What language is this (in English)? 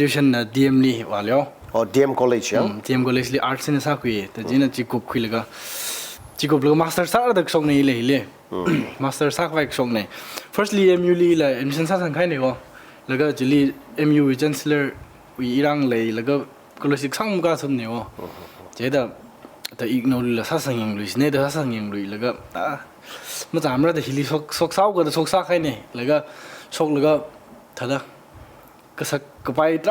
Tangkhul Naga (India)